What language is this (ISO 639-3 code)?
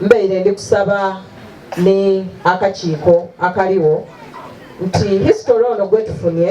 xog